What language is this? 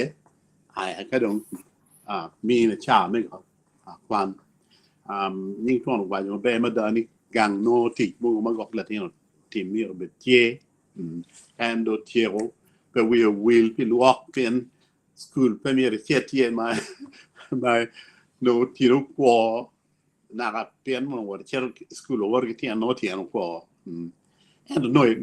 Acoli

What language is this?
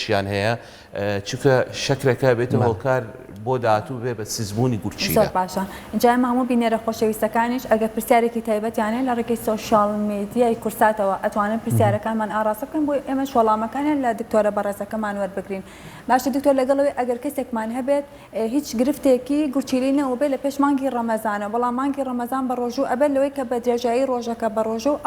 Central Kurdish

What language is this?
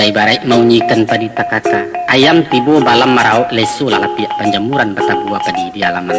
Minangkabau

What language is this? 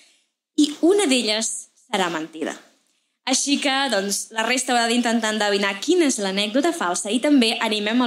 Catalan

